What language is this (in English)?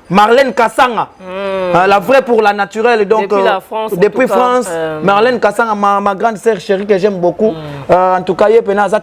Lingala